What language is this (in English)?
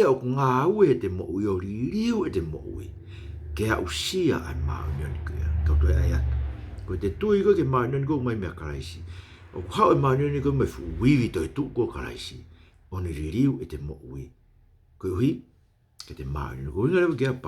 Tongan